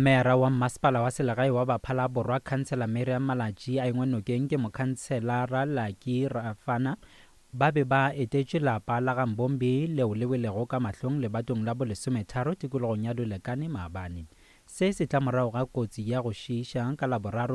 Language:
Northern Sotho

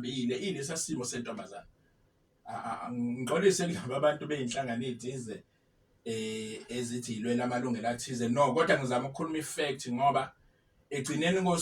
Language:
Zulu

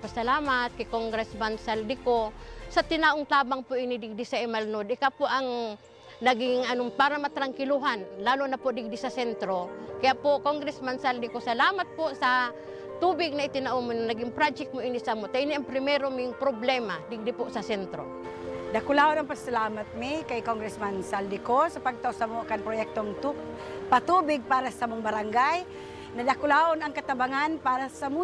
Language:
Bikol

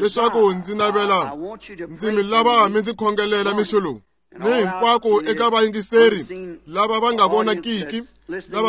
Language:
Tsonga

